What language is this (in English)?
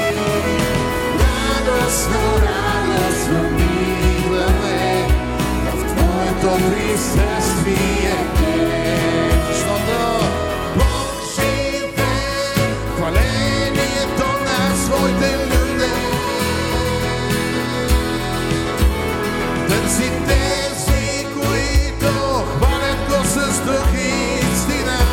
Bulgarian